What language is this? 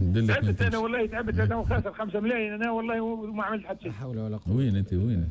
Tunisian Arabic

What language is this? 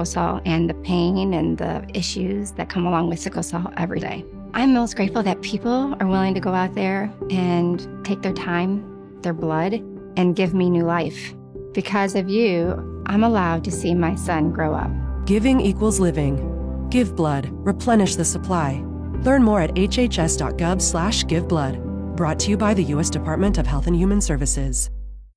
English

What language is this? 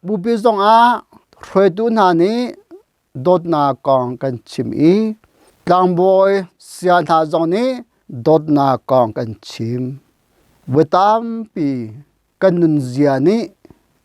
Hakha Chin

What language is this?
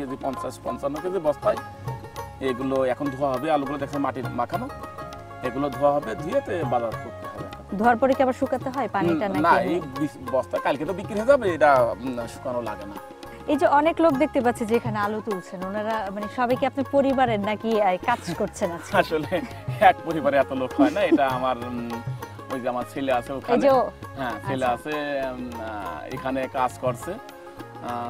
Bangla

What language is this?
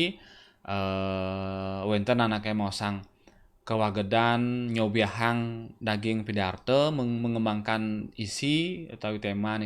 Balinese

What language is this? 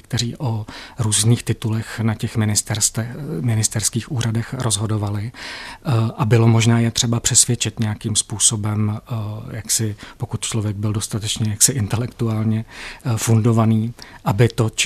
Czech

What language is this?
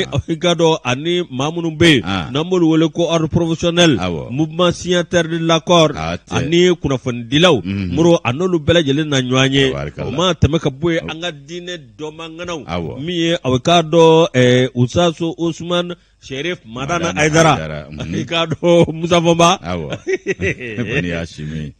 Bambara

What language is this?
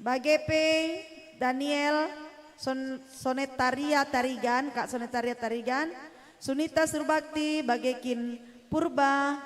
Batak Karo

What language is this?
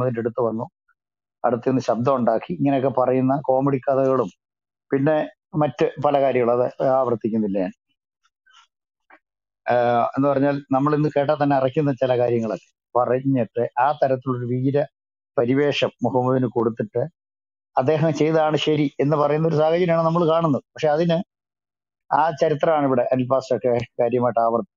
Malayalam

